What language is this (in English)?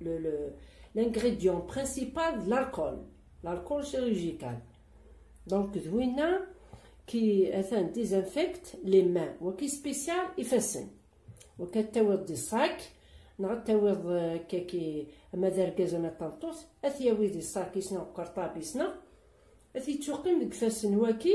Kabyle